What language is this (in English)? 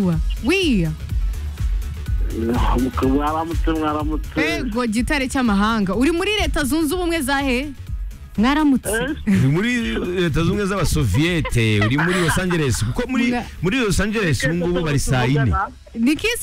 Kinyarwanda